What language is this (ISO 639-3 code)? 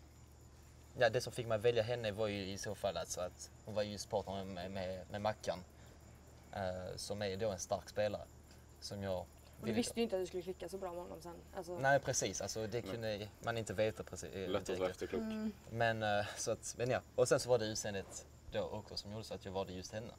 swe